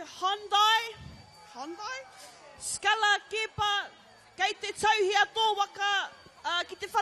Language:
Māori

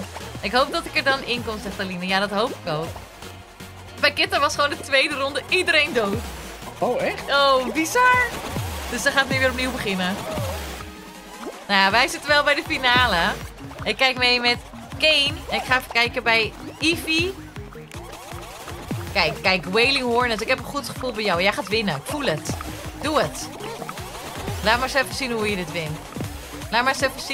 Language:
Dutch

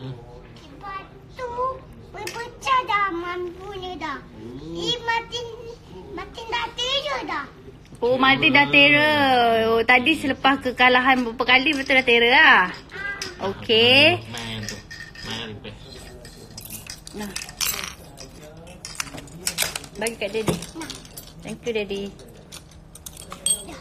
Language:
Malay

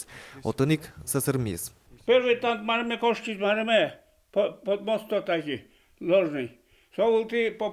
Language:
Udmurt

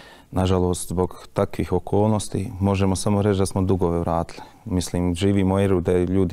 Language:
Bosnian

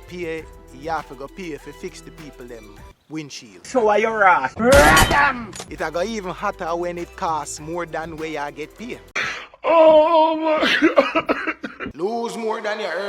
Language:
Jamaican Creole English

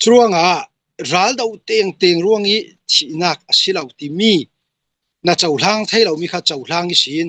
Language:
Hakha Chin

